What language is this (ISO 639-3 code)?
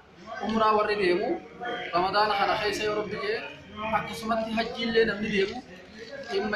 orm